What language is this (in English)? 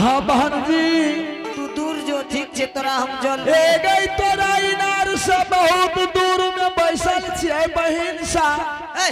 Angika